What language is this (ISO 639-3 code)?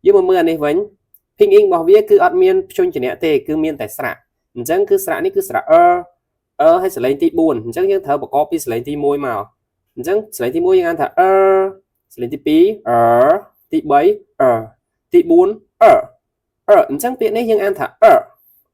khm